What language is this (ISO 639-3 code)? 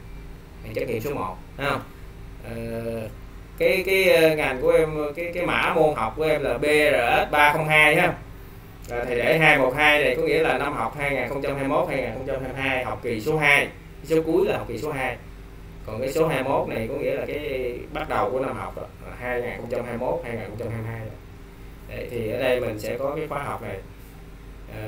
vie